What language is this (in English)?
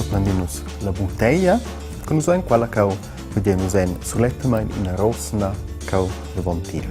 Romansh